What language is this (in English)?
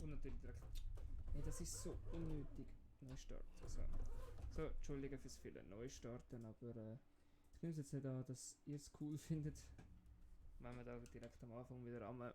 Swiss German